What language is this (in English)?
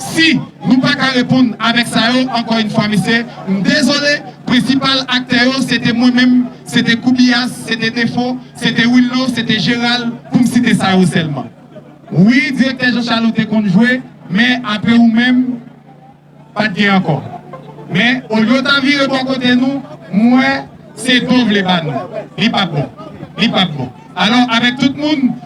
Haitian Creole